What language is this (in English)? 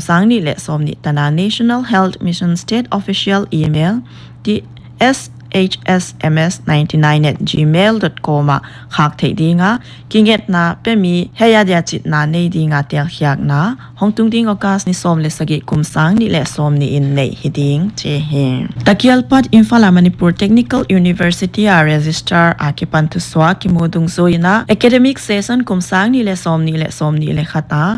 Paite Chin